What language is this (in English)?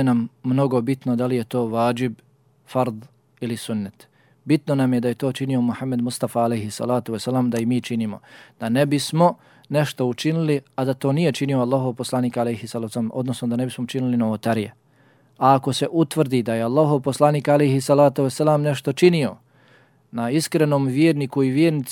Bosnian